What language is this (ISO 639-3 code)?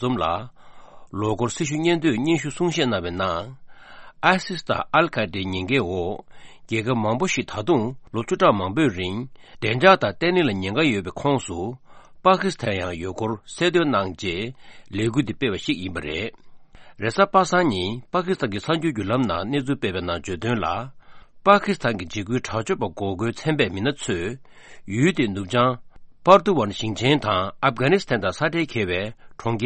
bod